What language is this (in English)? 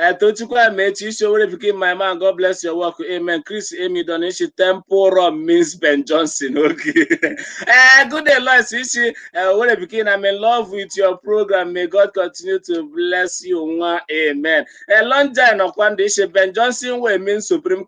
Igbo